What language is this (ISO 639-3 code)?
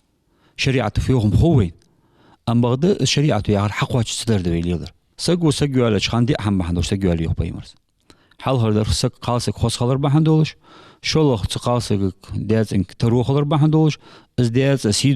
inh